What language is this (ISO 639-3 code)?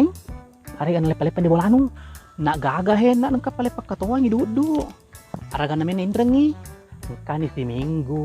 bug